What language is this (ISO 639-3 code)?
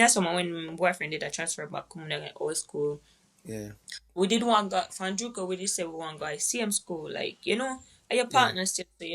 jam